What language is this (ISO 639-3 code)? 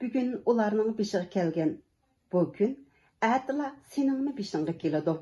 uig